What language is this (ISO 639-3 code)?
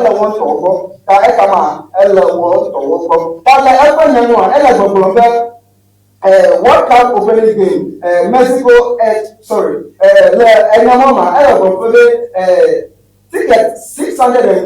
ewe